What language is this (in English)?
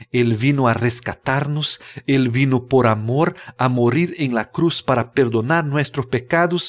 Spanish